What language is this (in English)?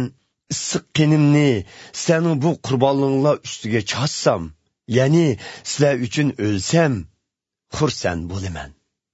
Uyghur